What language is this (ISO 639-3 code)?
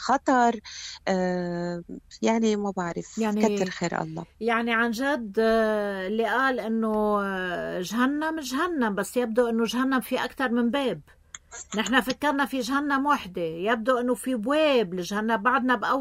apc